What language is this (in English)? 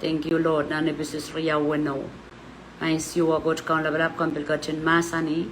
Pohnpeian